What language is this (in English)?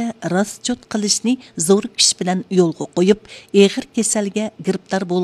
Uyghur